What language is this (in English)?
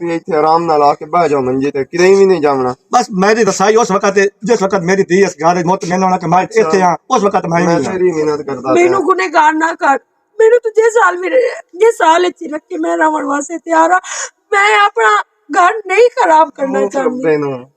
Western Panjabi